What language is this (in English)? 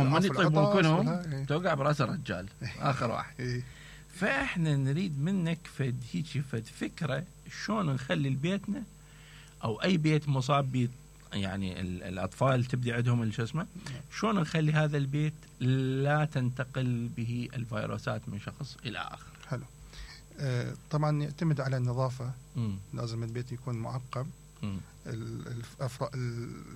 Mesopotamian Arabic